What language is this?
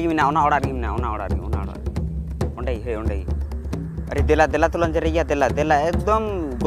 Santali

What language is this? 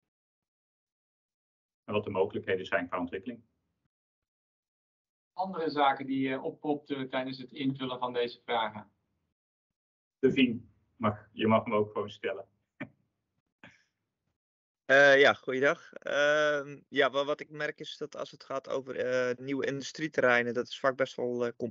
Dutch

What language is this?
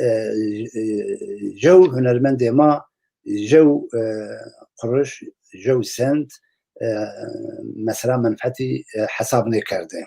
Zaza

